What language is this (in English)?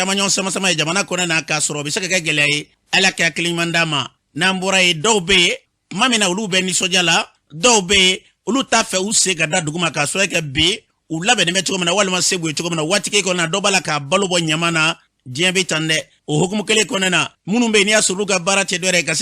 Bambara